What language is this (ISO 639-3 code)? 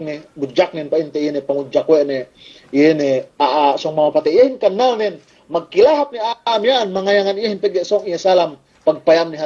yka